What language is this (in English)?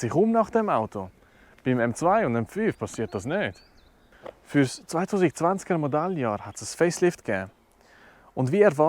Swiss German